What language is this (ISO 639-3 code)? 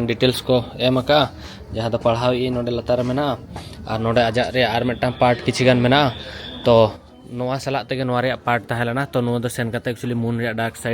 sat